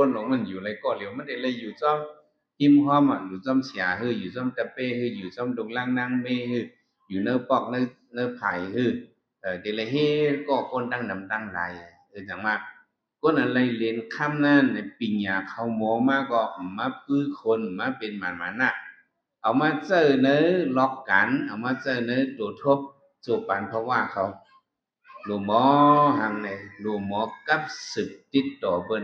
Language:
Shan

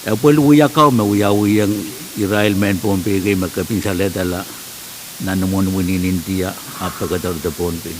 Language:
Pohnpeian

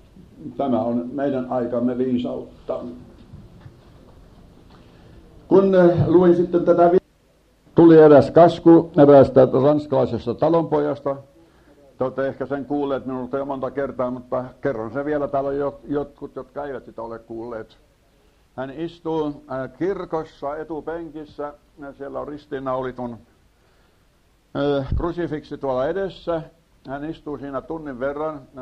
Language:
Finnish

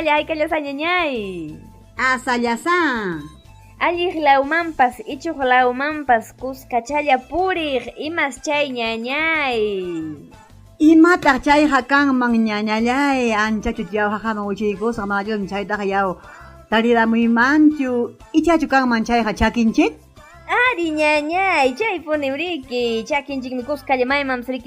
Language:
Ayacucho Quechua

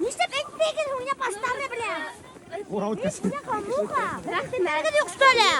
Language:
Bashkir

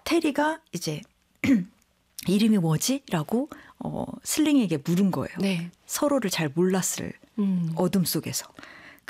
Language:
Korean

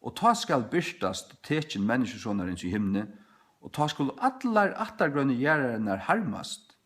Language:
Faroese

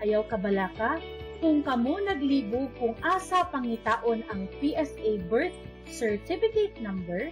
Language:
Cebuano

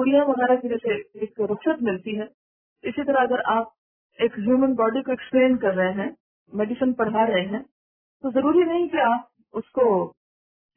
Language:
Urdu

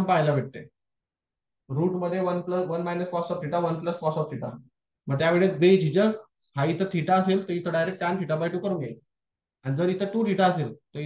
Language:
Marathi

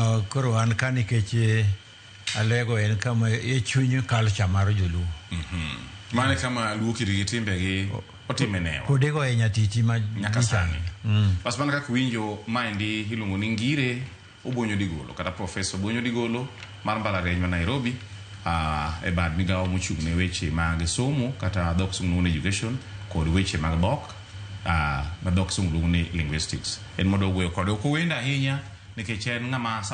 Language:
Luo (Kenya and Tanzania)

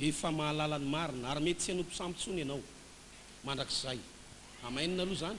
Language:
Malagasy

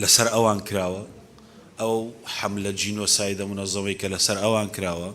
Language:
Central Kurdish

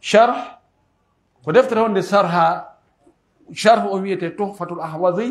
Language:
Pular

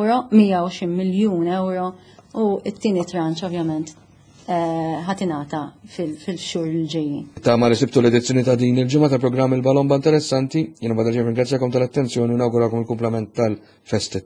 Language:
Maltese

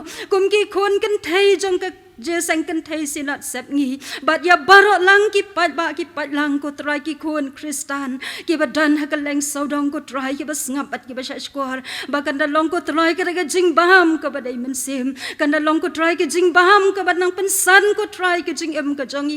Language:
Khasi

